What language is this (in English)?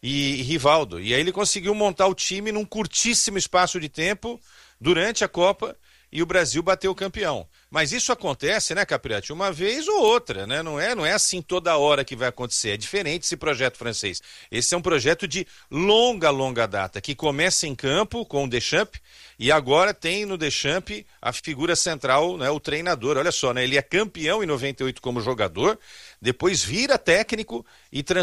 Portuguese